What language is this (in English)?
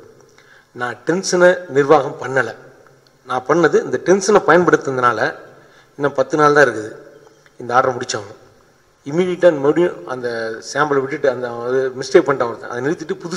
Tamil